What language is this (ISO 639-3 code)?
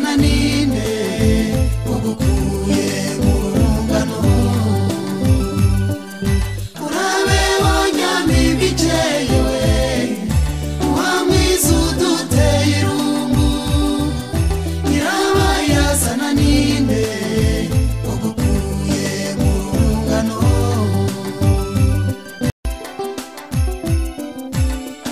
kin